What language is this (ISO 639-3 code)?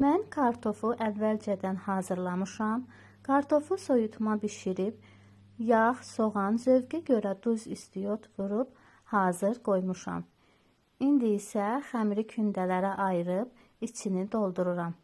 aze